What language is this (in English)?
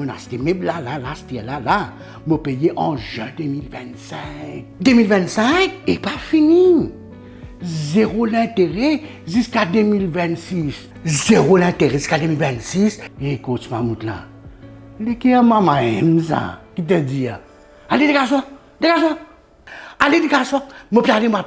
Morisyen